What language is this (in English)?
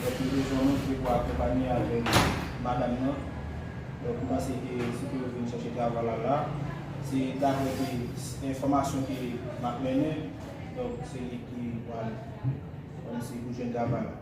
Haitian Creole